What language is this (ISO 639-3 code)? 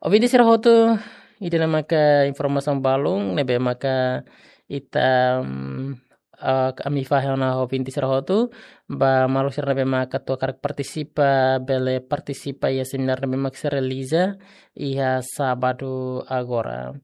tet